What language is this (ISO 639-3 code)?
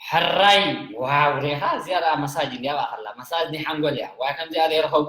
tir